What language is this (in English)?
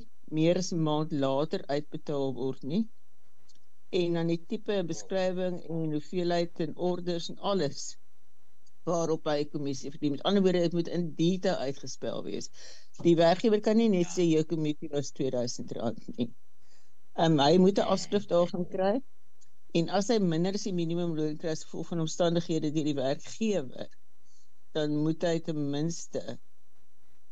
Afrikaans